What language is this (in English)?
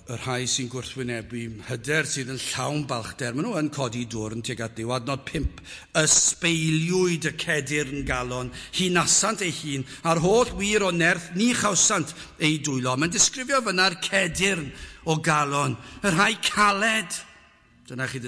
Welsh